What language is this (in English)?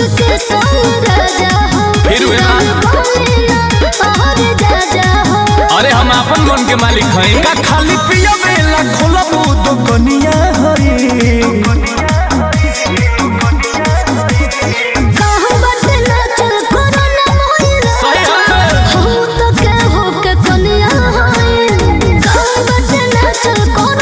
Bhojpuri